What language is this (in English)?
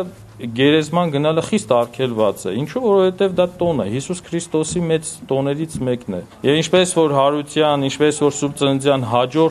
Armenian